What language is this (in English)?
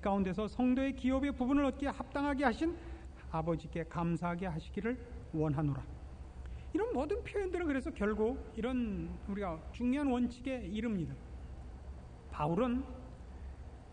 Korean